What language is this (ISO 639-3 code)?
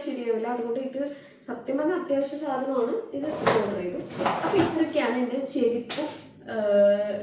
mal